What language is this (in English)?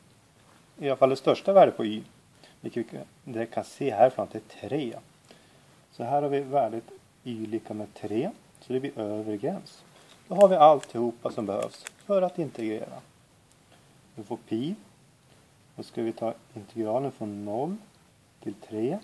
Swedish